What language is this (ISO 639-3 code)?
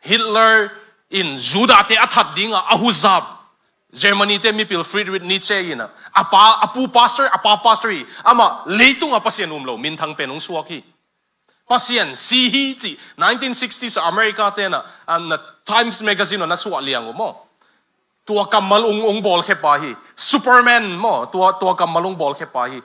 ctd